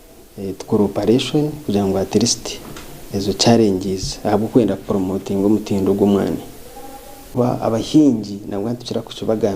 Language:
Nyankole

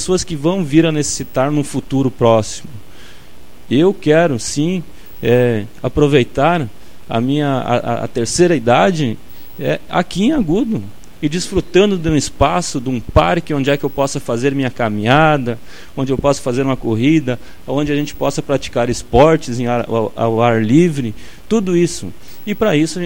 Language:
Portuguese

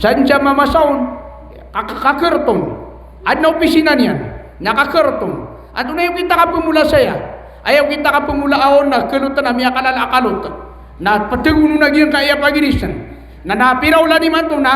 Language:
Maranao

